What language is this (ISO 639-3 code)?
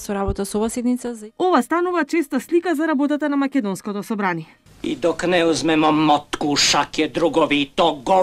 mkd